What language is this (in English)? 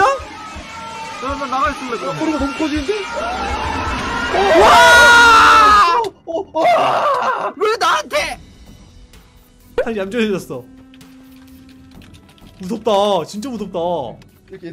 Korean